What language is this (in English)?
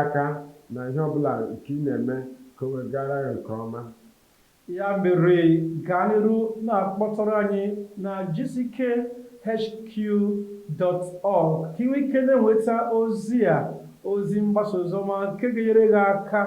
Igbo